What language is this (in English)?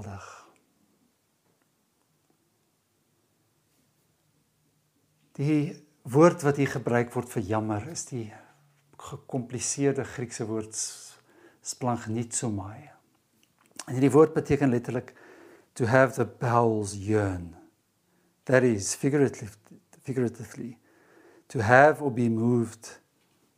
Afrikaans